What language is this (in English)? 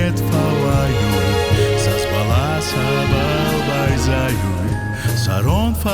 Ossetic